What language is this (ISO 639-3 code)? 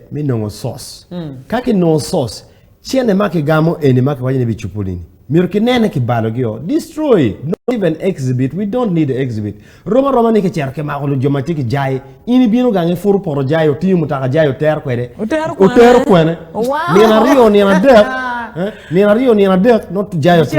ach